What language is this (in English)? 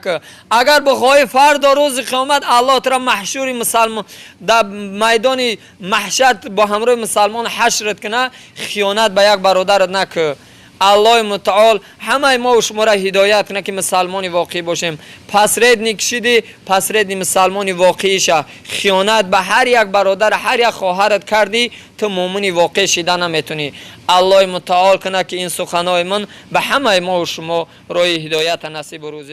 Tajik